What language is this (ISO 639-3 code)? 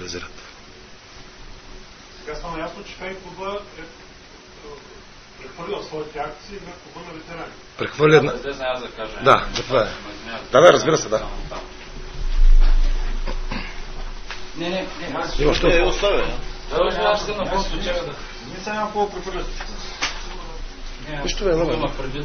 bul